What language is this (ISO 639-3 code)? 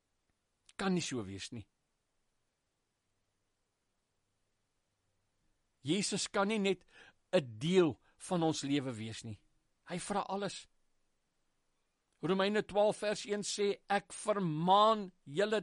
afr